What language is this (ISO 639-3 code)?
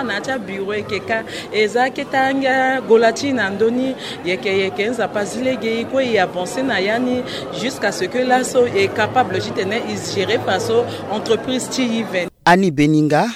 sag